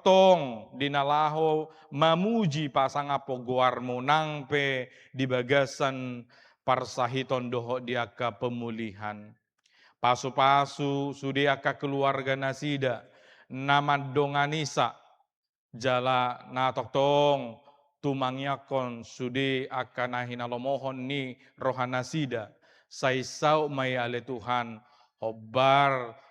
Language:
Batak Toba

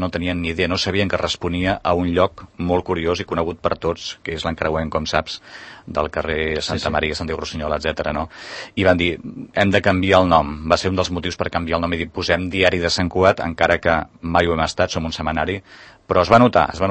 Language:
Catalan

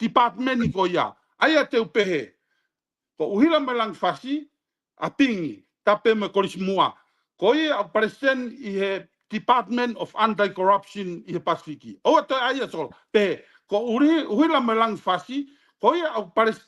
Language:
Tongan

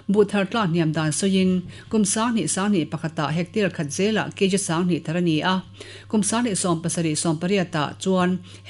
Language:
Mizo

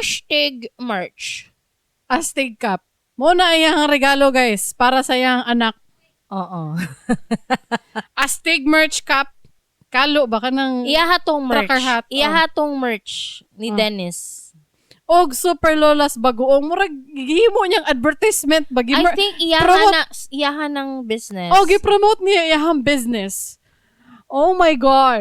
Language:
Cebuano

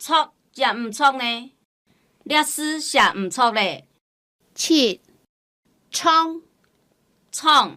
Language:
Hakka Chinese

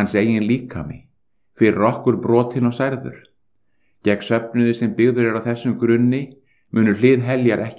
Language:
Icelandic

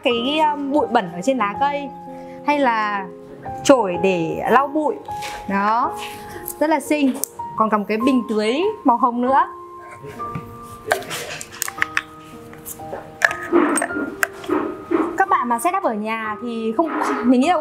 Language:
Vietnamese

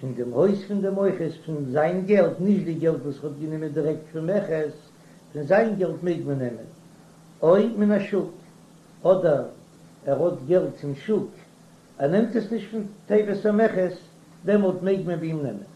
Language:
Yiddish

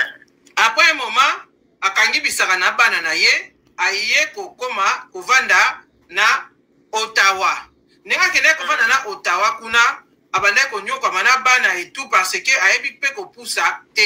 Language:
Lingala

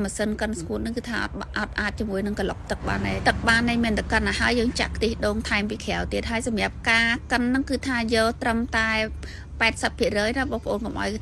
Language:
Khmer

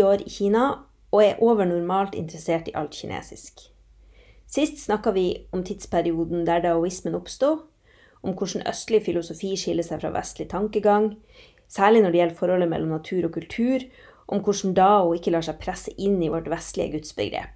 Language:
Norwegian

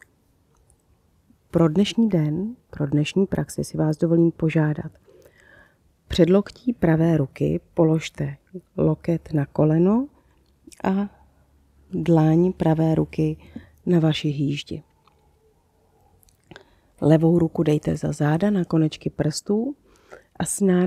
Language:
Czech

